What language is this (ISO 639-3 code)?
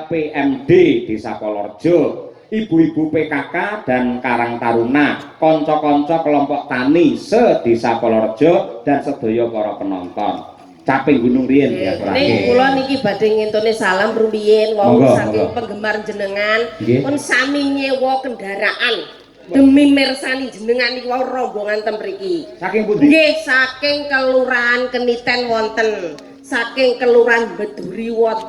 jav